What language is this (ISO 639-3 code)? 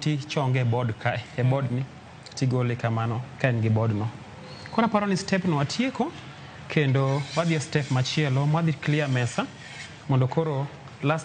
luo